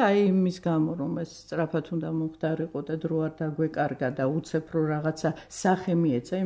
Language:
Georgian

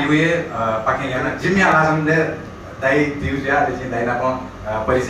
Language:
Newari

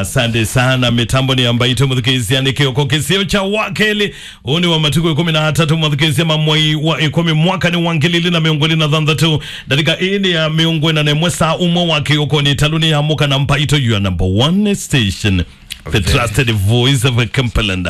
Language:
Kamba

